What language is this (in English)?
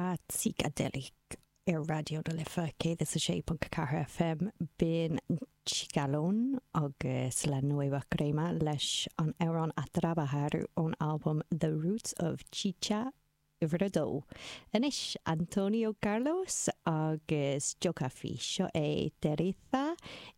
Irish